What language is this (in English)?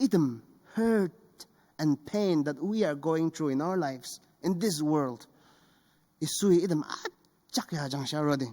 Ao Naga